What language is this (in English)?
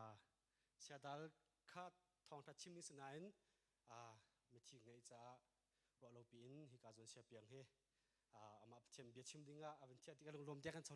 Hakha Chin